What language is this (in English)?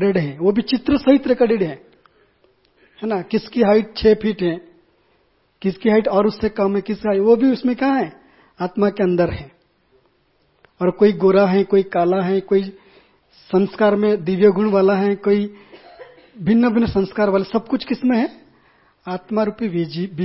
Hindi